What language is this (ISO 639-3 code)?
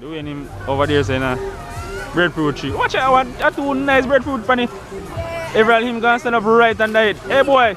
jam